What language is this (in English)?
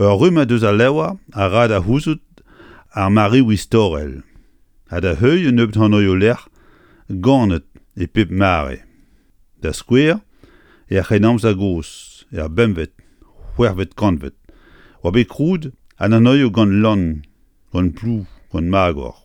Breton